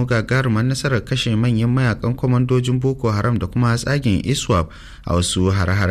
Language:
Hausa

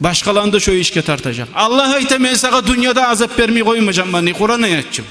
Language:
Kumyk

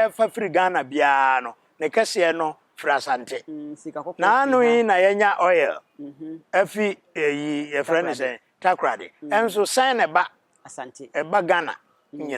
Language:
Akan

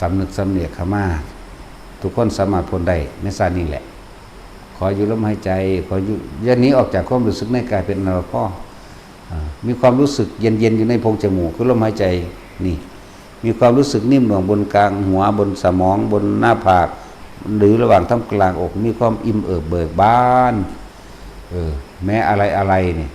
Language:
Northeastern Thai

